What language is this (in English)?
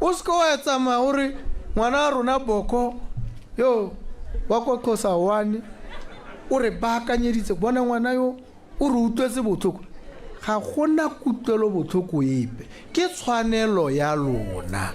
Tswana